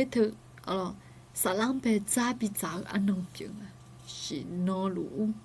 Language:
Akha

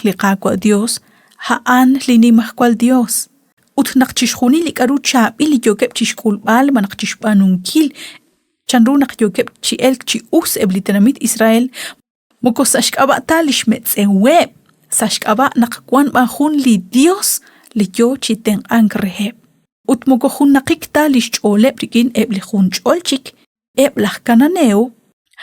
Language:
Kekchí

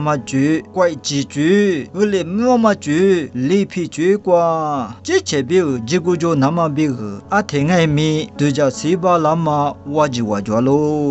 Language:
Lisu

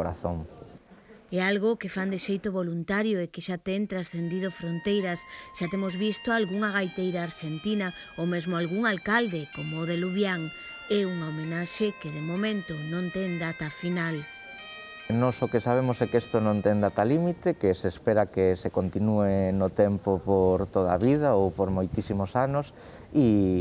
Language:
Galician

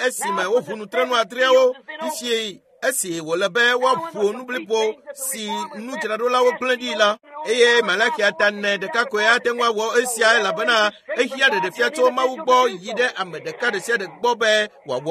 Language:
Ewe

